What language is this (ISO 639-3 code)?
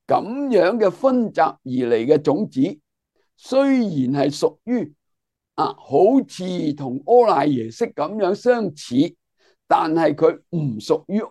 yue